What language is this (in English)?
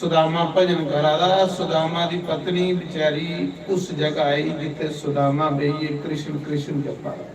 Dogri